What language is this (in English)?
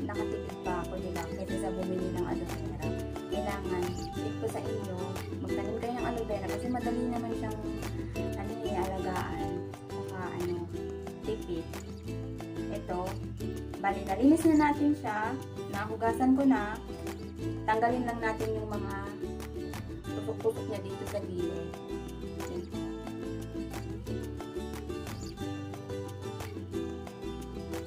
Filipino